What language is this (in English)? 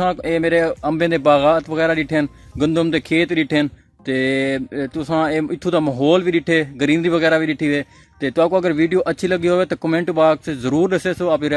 Saraiki